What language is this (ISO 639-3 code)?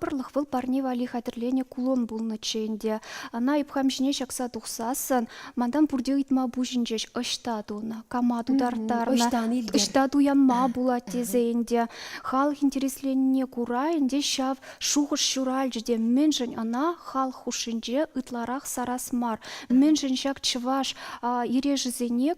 chv